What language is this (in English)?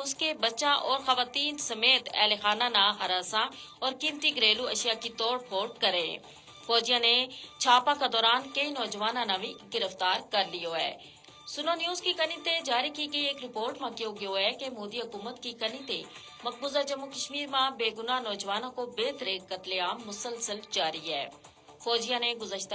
Gujari